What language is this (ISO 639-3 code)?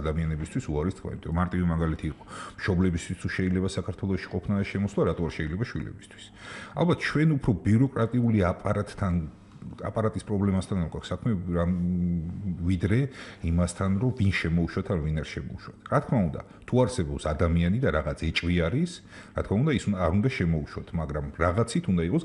kat